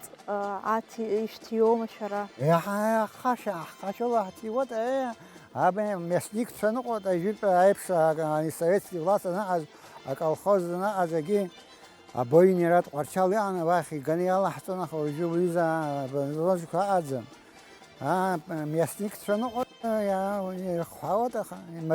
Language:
Abkhazian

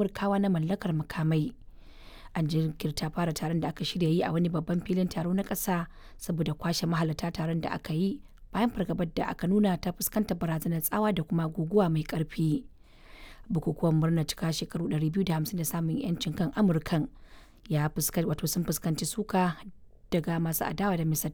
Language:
Hausa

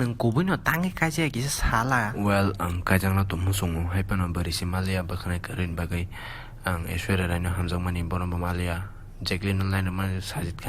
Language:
Kok Borok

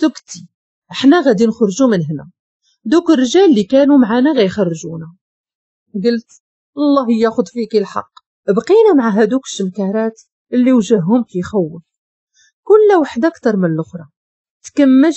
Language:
Moroccan Arabic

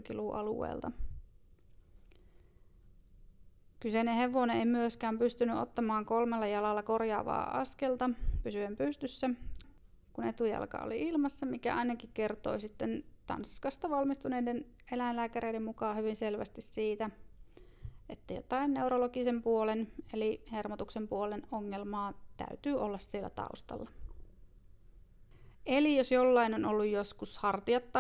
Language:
Finnish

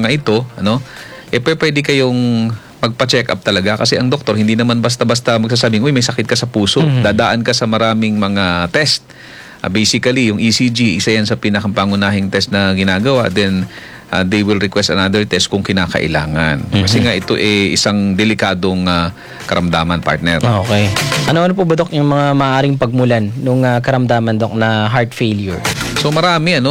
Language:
Filipino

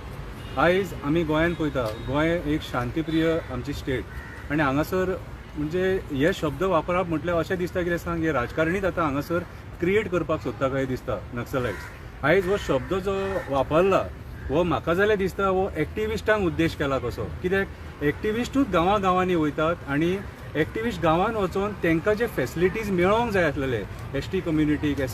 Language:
Konkani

